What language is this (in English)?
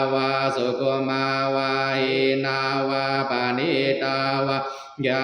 Pali